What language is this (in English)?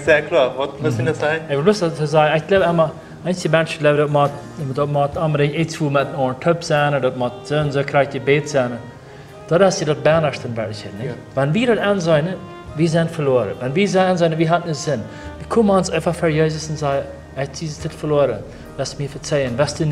Plautdietsch